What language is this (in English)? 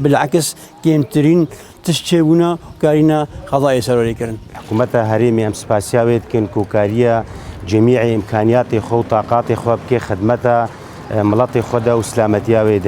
Kurdish